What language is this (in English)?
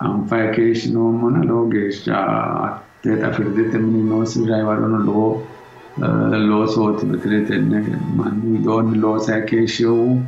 Sidamo